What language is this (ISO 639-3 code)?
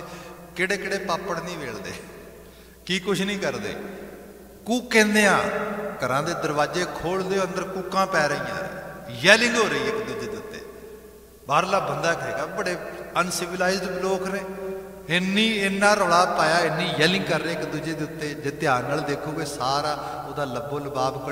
pan